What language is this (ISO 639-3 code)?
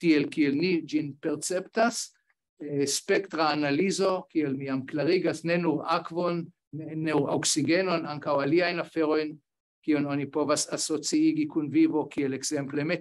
epo